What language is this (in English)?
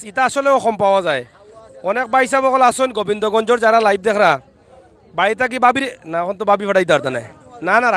Sylheti